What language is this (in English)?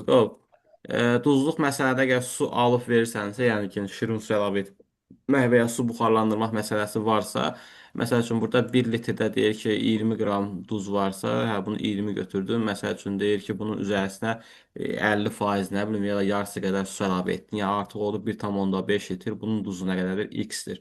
Azerbaijani